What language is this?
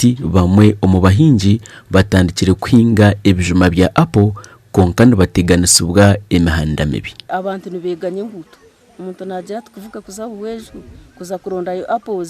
Nyankole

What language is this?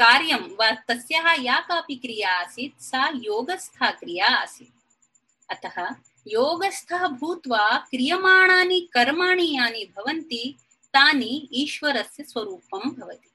Sanskrit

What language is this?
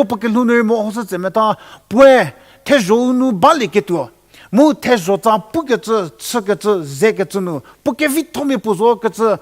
Angami Naga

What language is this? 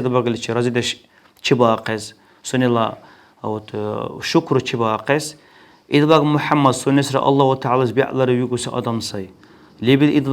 Dargwa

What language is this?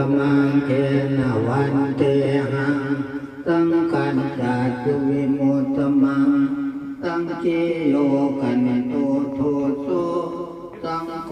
Pali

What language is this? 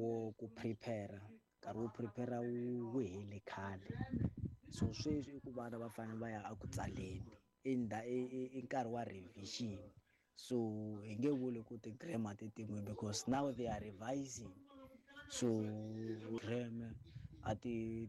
Tsonga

